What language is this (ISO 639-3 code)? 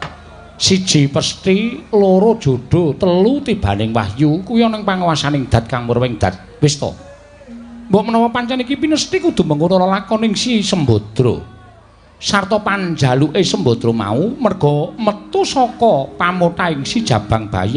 jav